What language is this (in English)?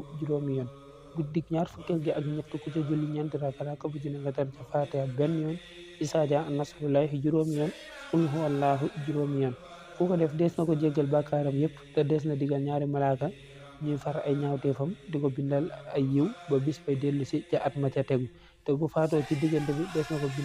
Wolof